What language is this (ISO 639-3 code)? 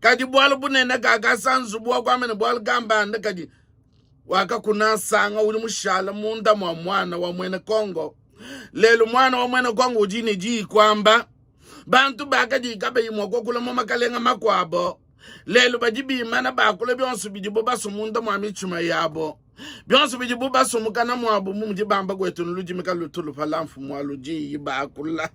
lua